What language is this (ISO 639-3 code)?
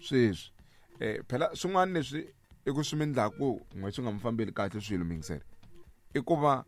tso